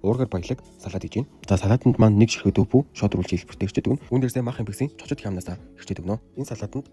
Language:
Mongolian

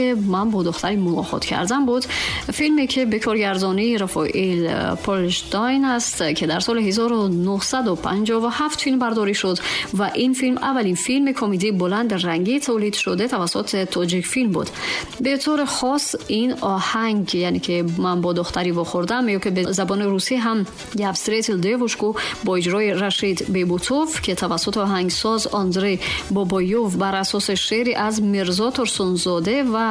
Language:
Tajik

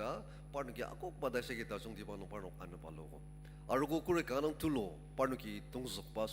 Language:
Ao Naga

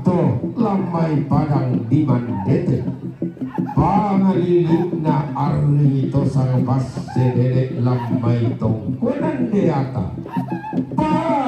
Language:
Toraja-Sa'dan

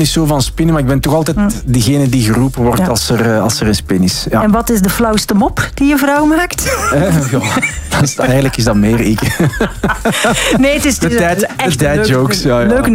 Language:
Dutch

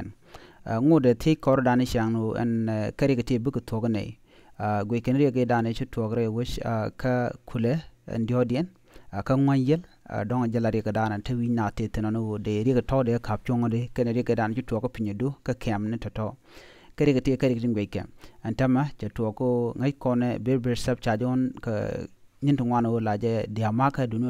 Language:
Nuer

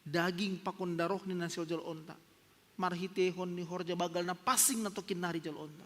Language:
Batak Simalungun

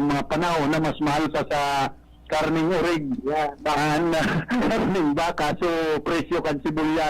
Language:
Bikol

